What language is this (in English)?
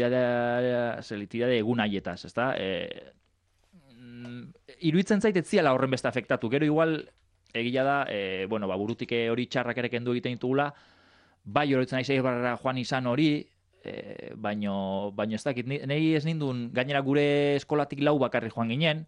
Basque